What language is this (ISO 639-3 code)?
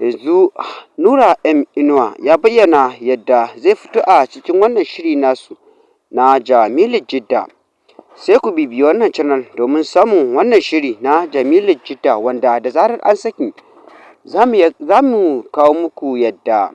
hau